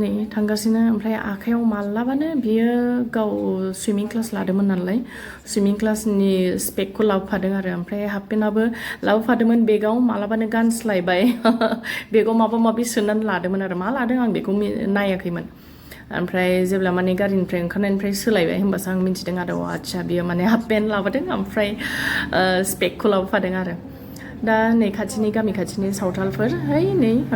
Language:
Bodo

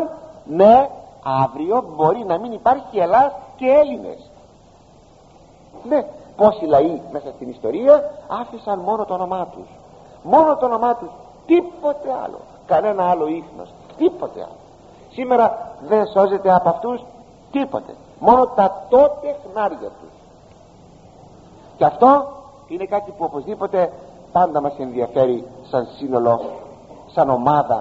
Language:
Greek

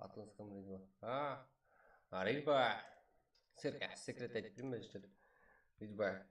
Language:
Kara-Kalpak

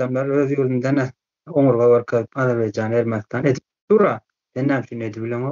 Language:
Turkmen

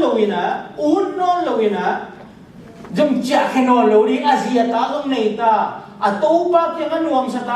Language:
Tedim Chin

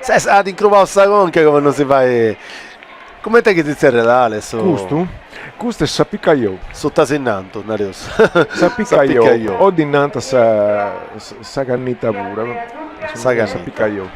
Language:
Sardinian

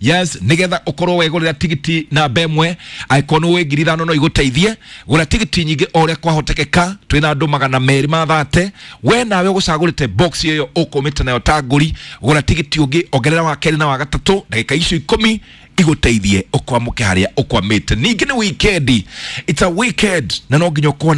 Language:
Kikuyu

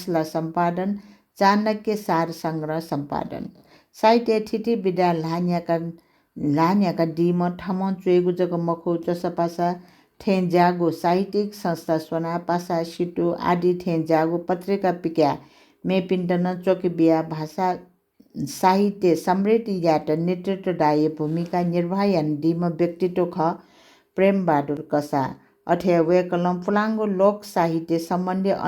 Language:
Newari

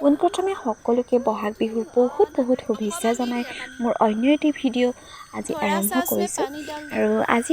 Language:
Assamese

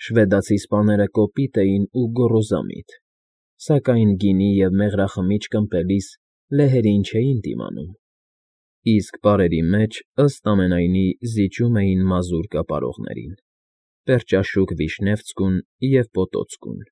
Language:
Armenian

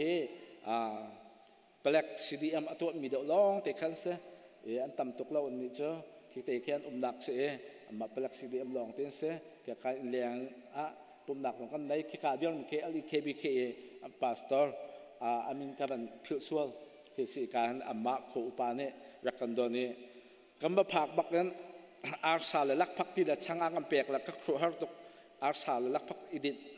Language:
Hakha Chin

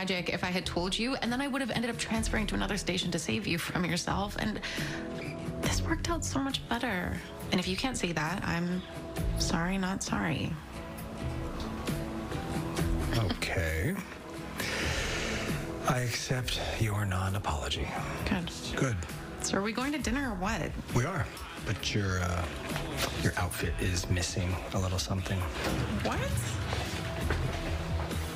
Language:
English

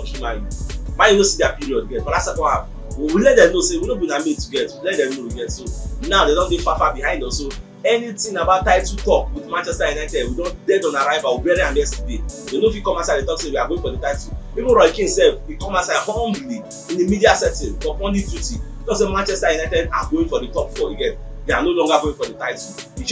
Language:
Nigerian Pidgin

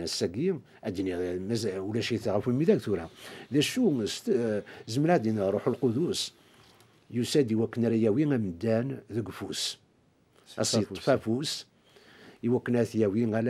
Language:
Kabyle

